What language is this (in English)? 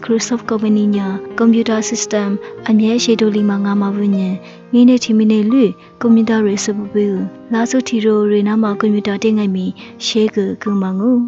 Lisu